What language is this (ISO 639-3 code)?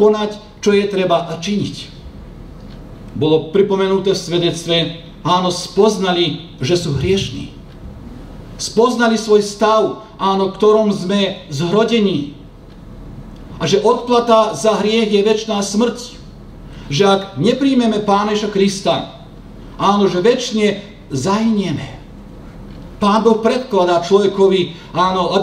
slk